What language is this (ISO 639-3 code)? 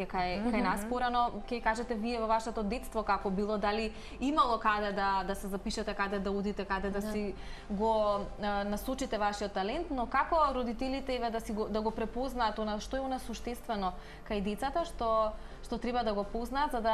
mkd